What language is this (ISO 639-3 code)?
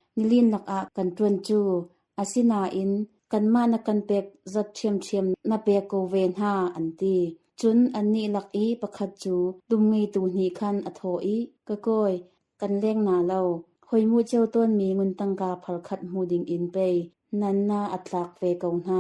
cnh